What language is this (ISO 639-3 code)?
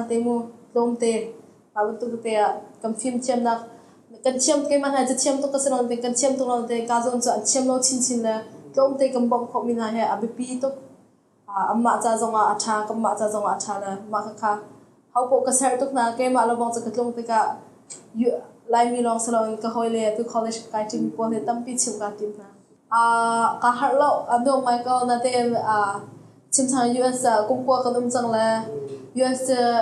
cnh